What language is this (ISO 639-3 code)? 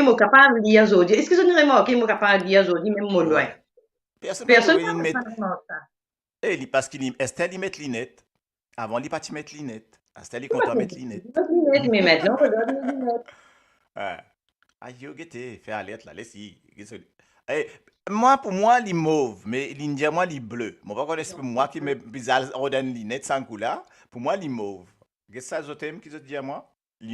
mfe